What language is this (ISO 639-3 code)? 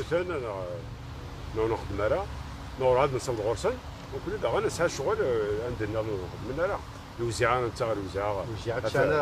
kab